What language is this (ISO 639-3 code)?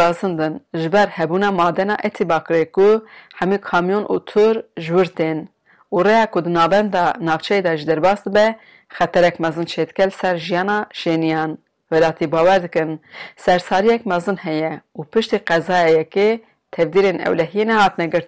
kur